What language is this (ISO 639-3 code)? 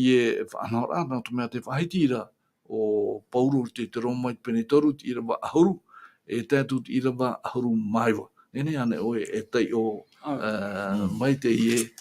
tah